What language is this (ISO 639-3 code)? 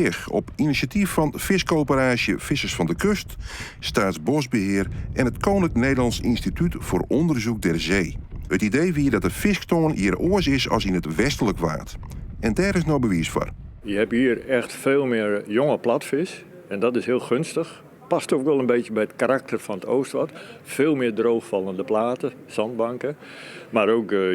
fry